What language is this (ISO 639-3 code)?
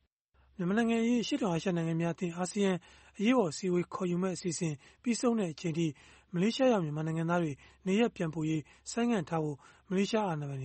mya